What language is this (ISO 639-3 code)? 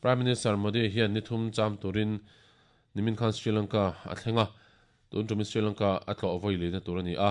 lus